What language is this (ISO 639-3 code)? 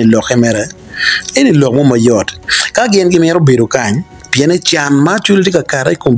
ach